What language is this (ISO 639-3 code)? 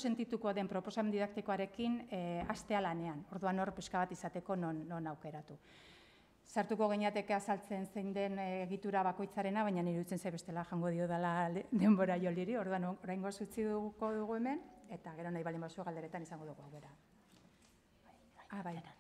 eus